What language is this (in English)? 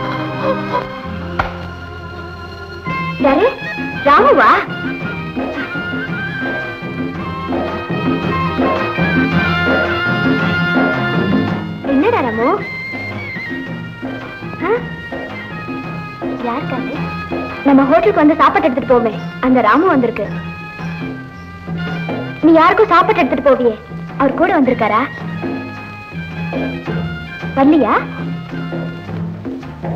Tamil